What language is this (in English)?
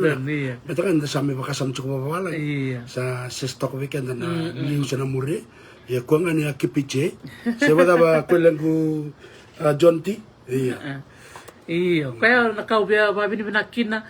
Fijian